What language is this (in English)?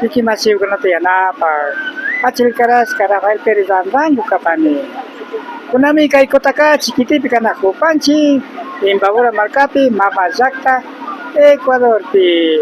Imbabura Highland Quichua